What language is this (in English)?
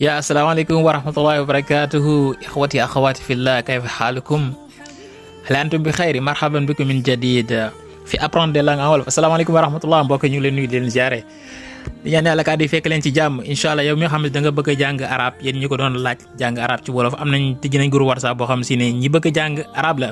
Wolof